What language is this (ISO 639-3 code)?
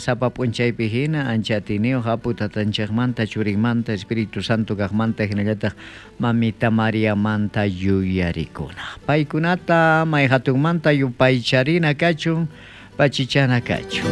quh